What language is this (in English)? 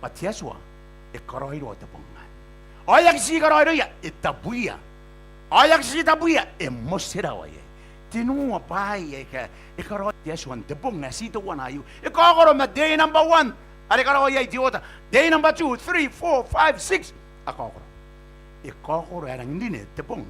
Gilbertese